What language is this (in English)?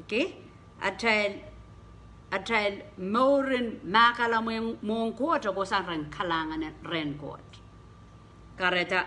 Pohnpeian